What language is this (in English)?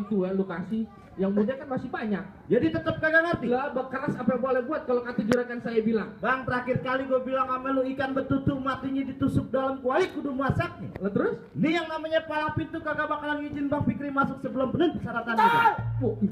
Betawi